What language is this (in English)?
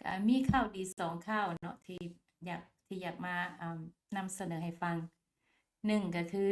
Lao